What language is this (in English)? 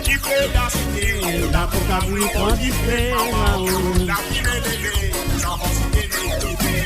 Morisyen